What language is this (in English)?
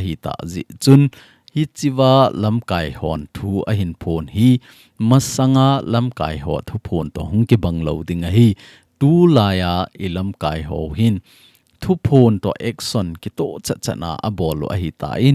Thado Chin